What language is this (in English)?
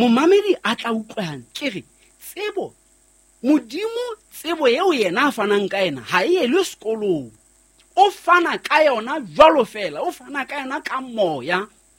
Southern Sotho